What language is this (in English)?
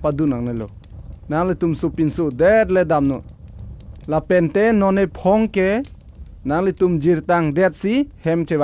Karbi